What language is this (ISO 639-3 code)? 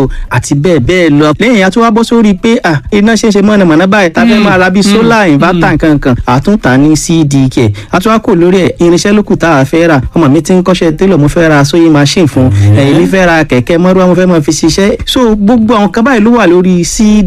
yor